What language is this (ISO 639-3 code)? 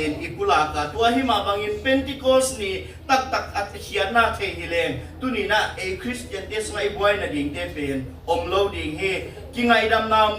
ctd